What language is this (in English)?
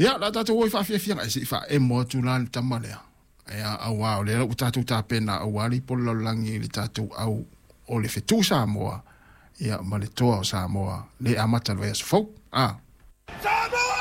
Samoan